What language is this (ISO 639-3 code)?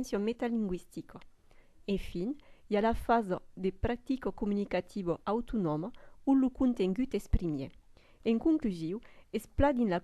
oci